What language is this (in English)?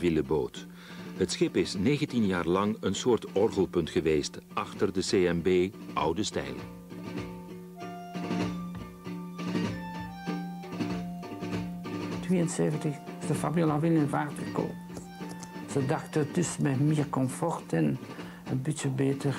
Dutch